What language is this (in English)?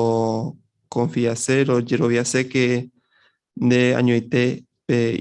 Guarani